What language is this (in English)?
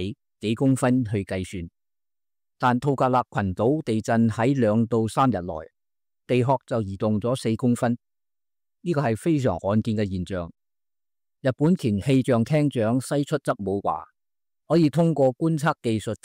Cantonese